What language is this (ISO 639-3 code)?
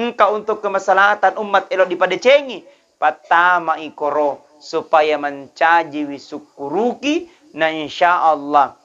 bug